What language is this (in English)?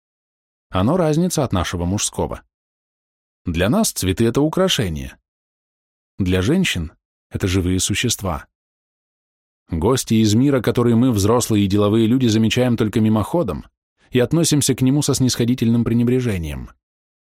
Russian